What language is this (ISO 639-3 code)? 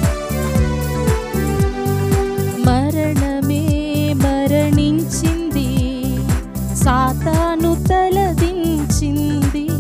tel